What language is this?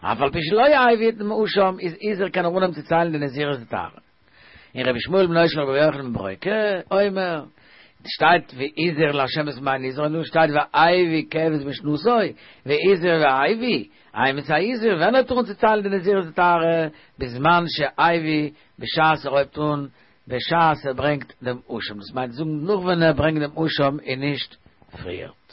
Yiddish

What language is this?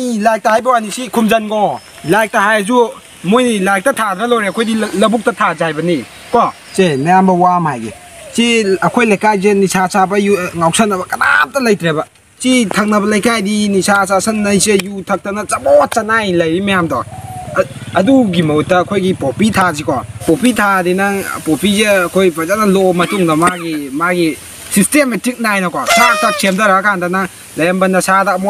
Manipuri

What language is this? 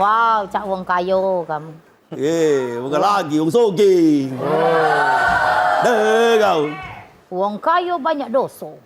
Musi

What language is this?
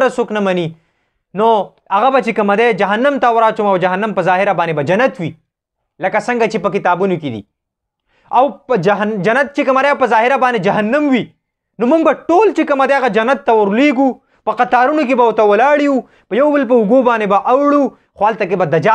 Pashto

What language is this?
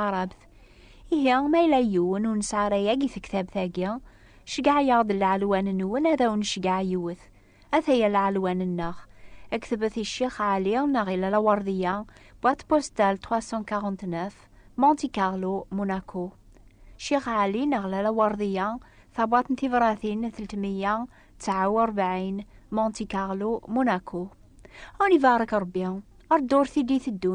Kabyle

